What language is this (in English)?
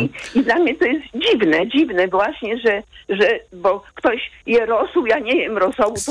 Polish